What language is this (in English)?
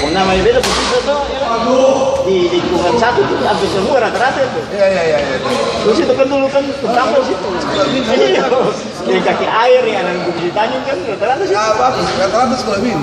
Ambonese Malay